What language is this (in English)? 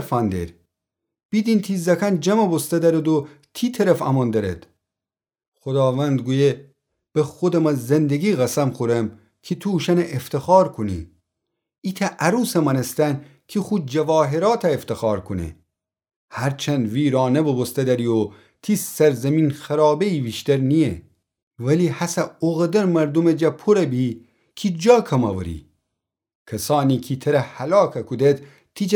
Gilaki